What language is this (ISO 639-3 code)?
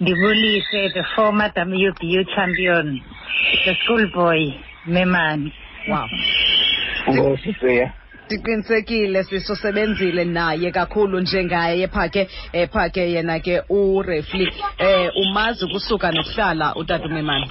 xho